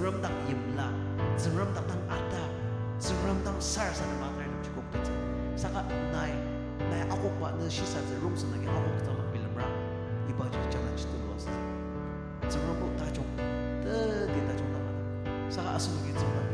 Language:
Ao Naga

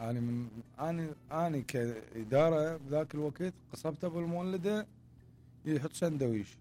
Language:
Mesopotamian Arabic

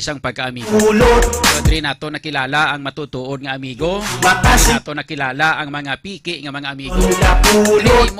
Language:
Hiligaynon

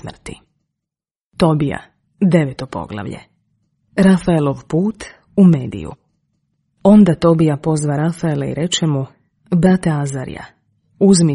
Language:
Serbian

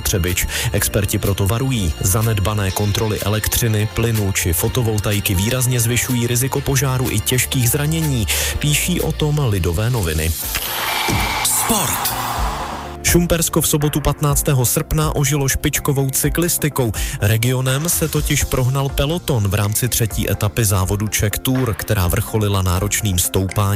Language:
Czech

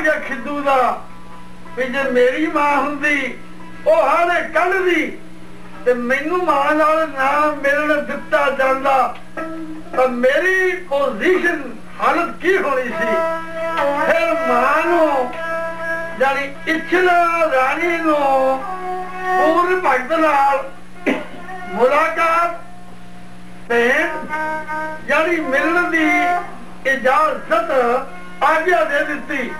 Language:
Punjabi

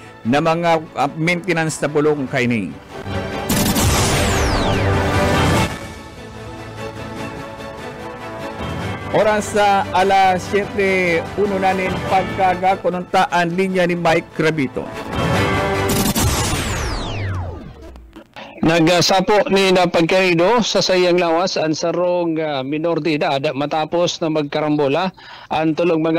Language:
Bikol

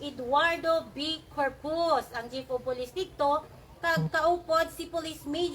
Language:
Hiligaynon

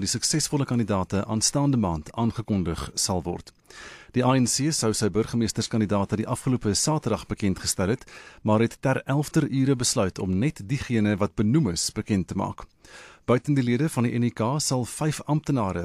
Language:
Afrikaans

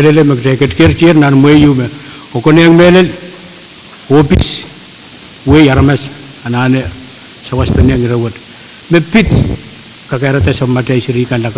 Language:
Pohnpeian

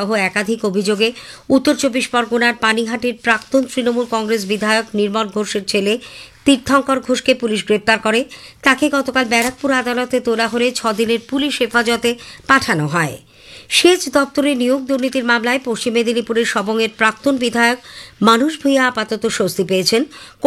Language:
Bangla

